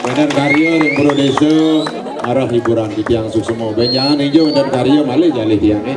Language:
Balinese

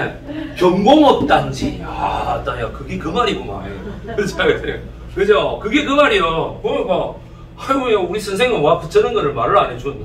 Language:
Korean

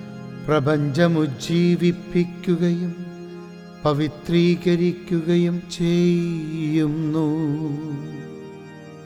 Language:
Malayalam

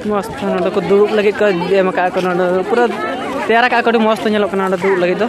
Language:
Santali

